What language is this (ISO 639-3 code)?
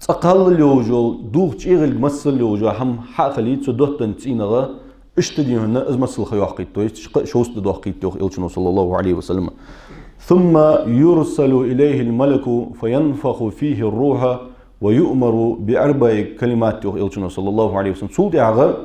inh